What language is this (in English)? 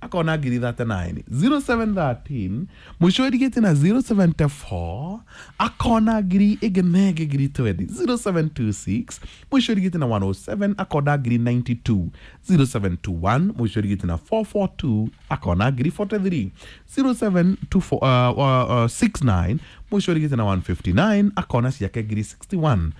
Kikuyu